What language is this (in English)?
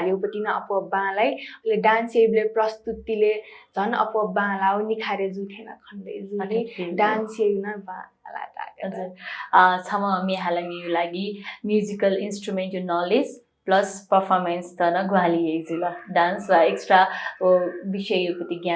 Newari